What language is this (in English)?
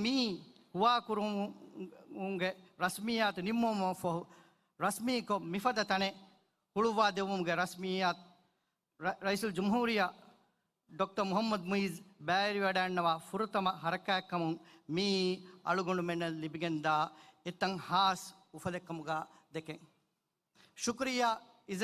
Divehi